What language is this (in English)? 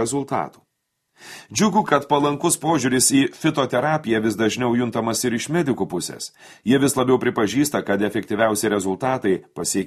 Lithuanian